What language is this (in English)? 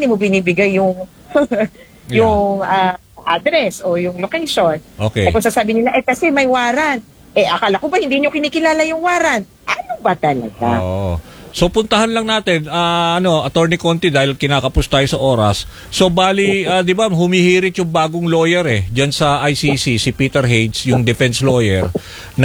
Filipino